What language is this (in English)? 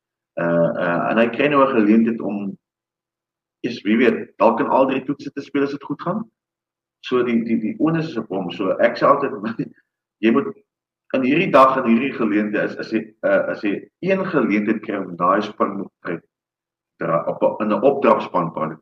Afrikaans